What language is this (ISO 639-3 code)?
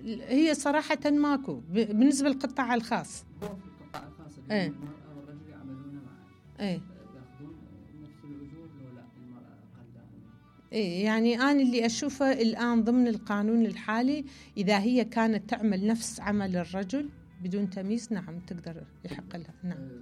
acm